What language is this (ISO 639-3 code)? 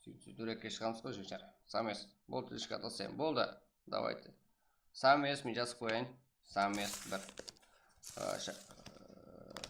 kaa